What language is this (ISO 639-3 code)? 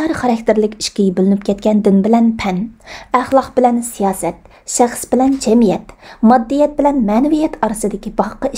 uig